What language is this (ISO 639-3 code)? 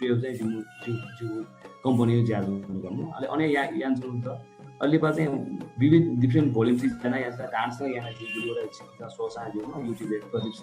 new